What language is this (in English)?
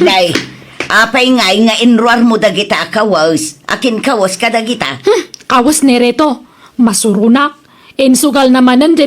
Iloko